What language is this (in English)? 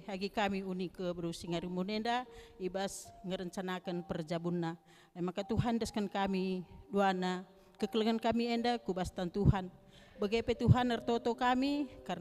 Batak Karo